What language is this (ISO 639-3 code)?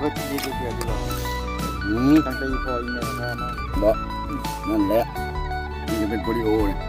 lao